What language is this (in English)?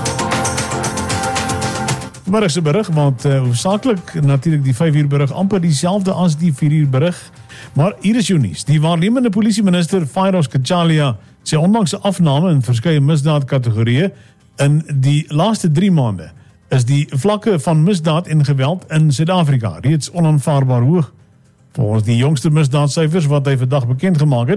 Afrikaans